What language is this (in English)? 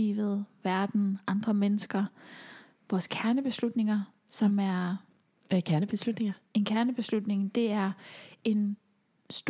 Danish